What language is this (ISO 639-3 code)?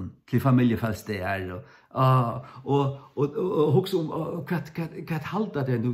fao